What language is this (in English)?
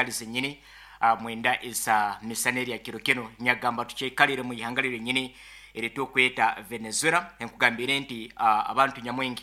Nyoro